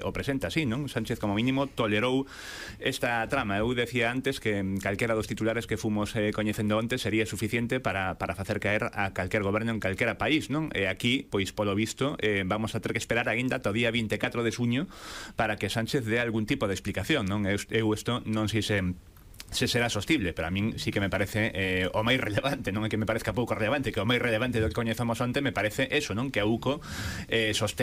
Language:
Galician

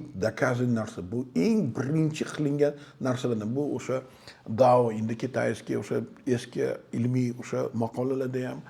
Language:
Uzbek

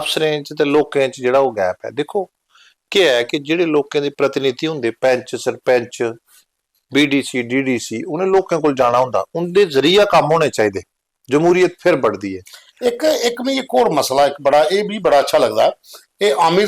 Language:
Dogri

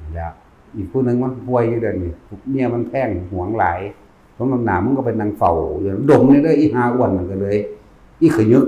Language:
Northeastern Thai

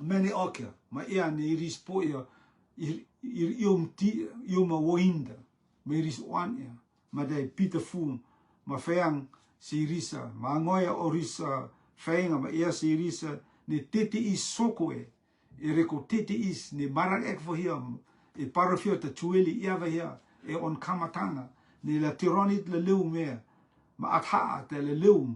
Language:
Rotuman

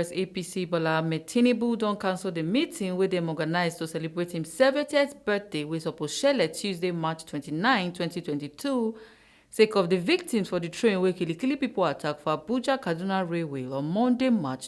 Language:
Nigerian Pidgin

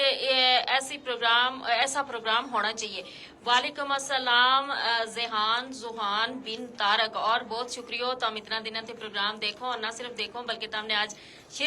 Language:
Gujari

